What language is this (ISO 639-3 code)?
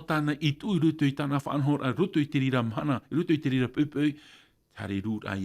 tah